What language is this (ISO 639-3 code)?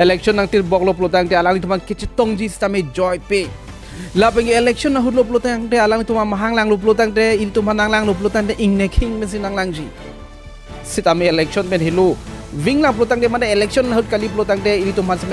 mjw